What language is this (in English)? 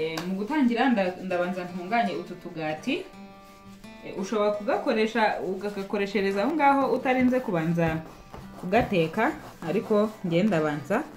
Kinyarwanda